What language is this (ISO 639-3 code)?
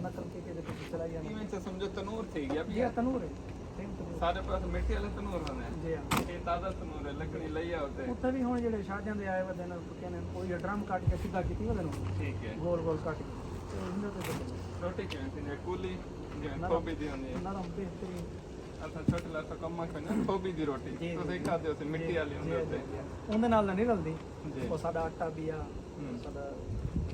skr